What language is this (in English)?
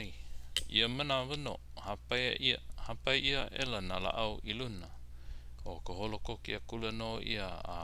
Hawaiian